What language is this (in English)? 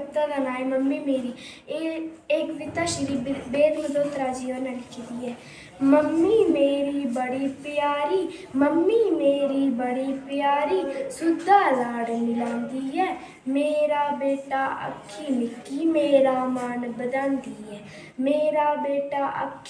Dogri